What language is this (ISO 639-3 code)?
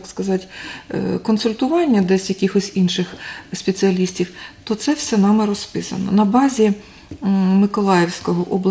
ukr